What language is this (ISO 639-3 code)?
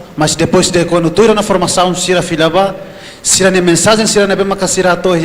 tet